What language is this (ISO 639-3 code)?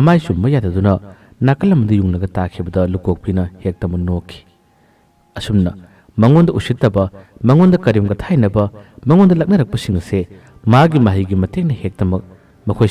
mni